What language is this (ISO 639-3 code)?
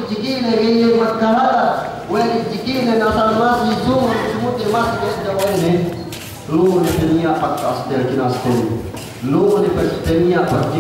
yka